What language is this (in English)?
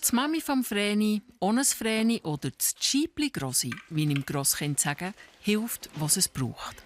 Swiss German